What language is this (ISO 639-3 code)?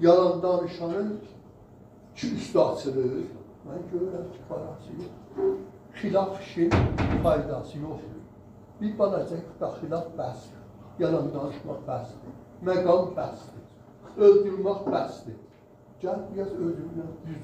azb